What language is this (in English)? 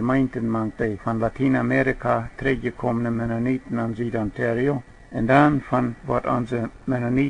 Plautdietsch